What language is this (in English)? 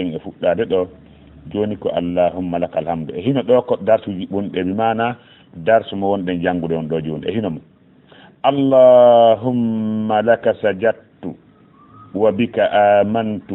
Fula